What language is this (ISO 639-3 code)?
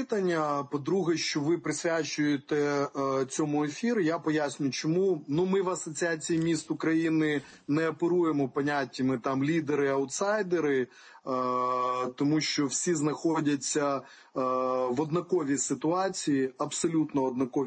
ukr